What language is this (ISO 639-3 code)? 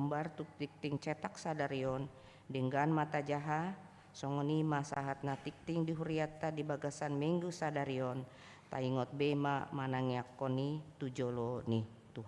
bbc